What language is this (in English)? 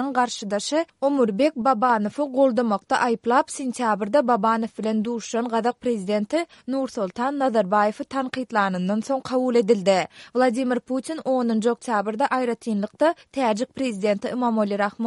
Turkmen